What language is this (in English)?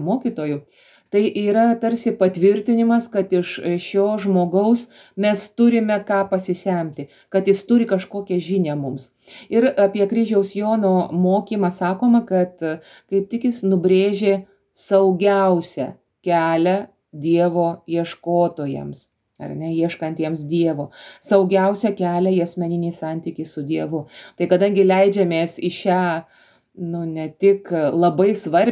Lithuanian